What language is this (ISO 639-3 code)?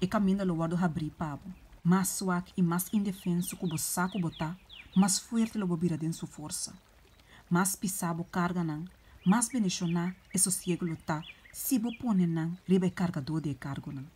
pap